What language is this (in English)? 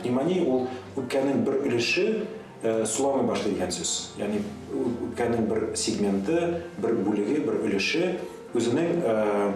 Tatar